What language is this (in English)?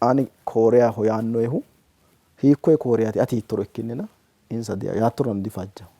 Sidamo